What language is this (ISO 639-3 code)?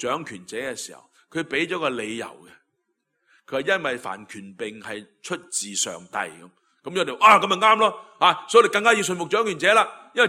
yue